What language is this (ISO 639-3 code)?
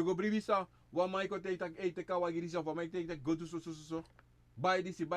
srn